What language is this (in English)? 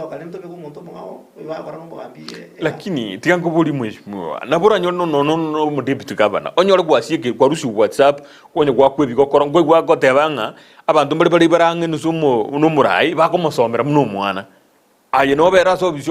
Gusii